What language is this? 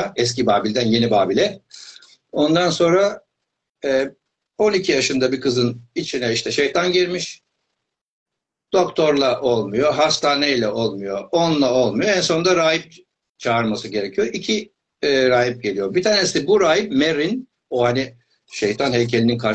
Turkish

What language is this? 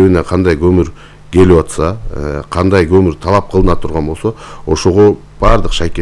Kyrgyz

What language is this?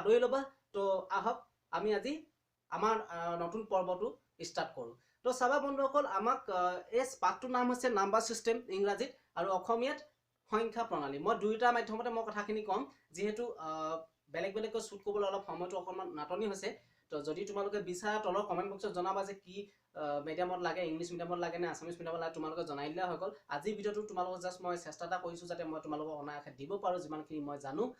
Assamese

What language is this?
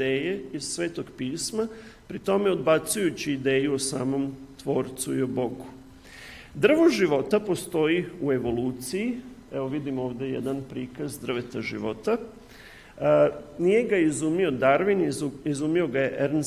Serbian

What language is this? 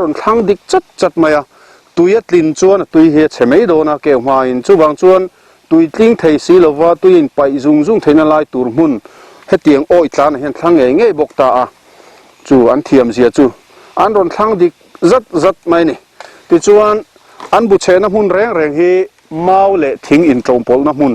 Mizo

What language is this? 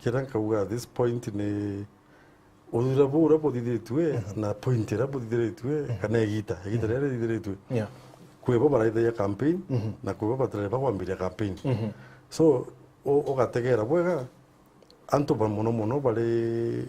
Meru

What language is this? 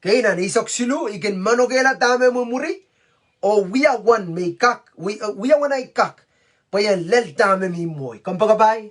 Pohnpeian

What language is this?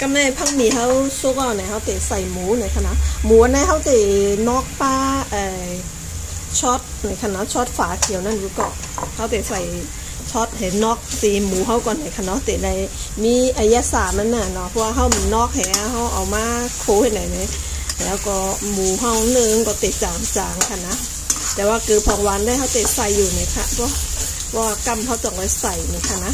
Shan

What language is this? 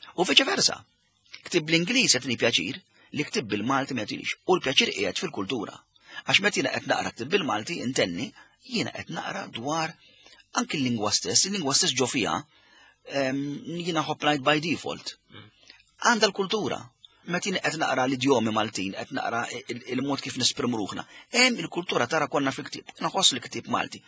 Maltese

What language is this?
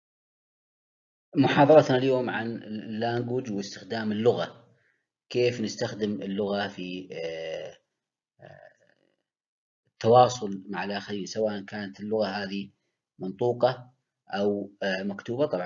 Arabic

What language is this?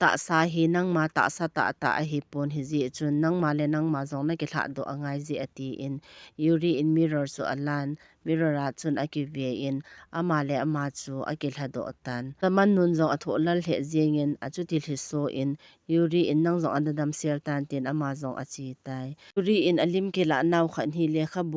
Thado Chin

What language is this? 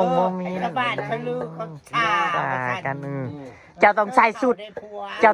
Northeastern Thai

